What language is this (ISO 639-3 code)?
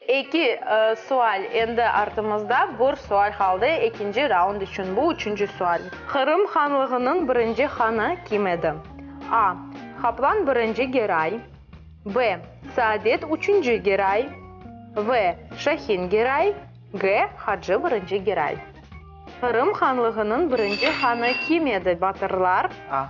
crh